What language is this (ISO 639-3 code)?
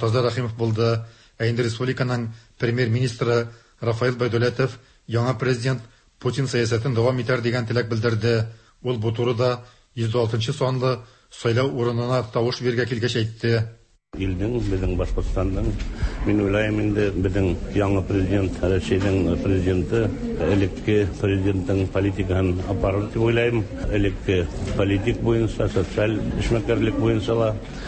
tat